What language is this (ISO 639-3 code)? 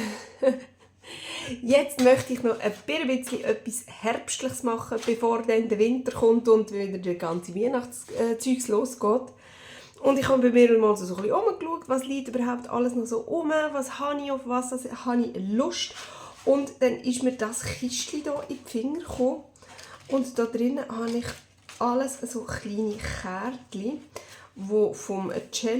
gsw